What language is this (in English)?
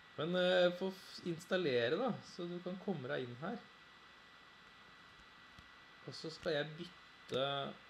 Norwegian